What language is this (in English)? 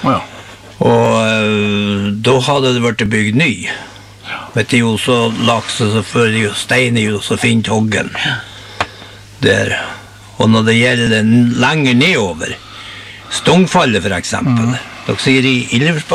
Norwegian